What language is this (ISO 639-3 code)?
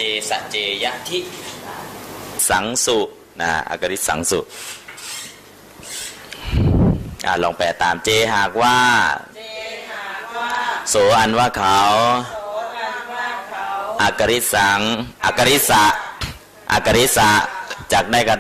tha